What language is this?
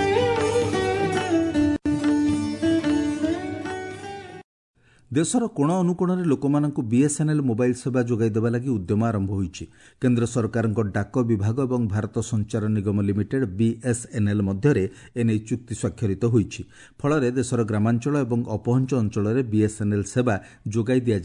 Odia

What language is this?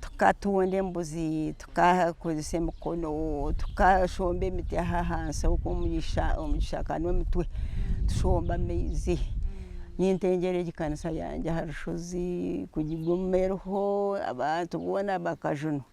Nyankole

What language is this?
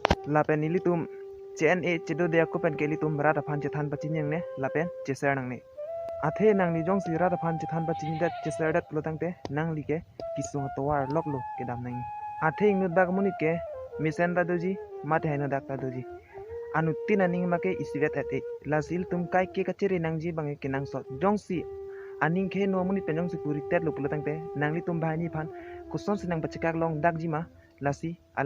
Karbi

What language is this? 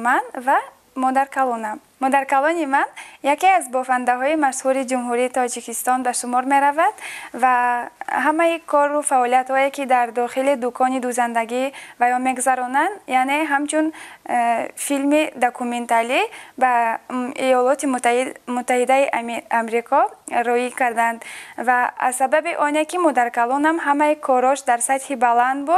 Tajik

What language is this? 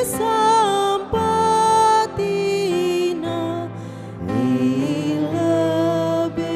Batak Karo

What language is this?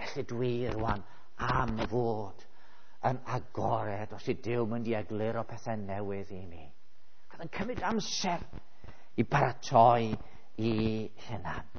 Welsh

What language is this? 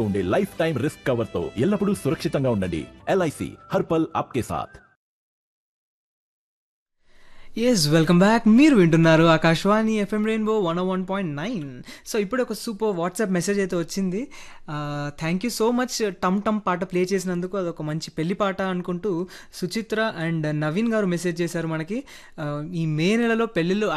Telugu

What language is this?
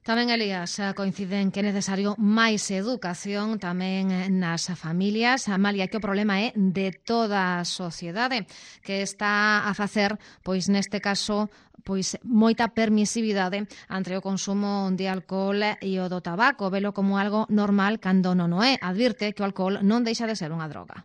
Galician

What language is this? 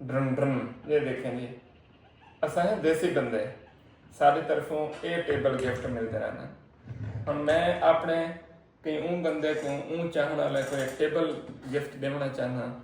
Saraiki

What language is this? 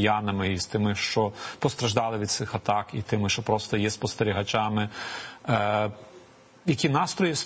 Ukrainian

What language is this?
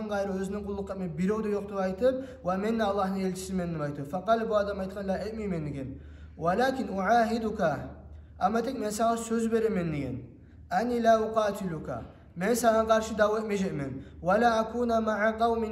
Kumyk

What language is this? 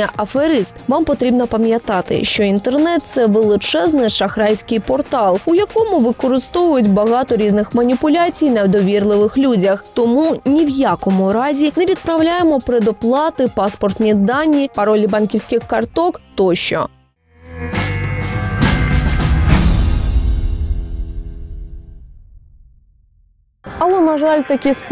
Ukrainian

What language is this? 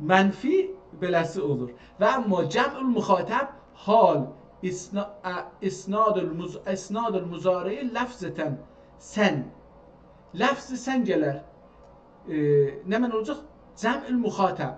South Azerbaijani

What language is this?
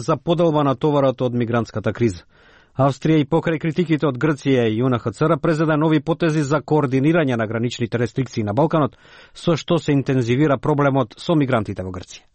Macedonian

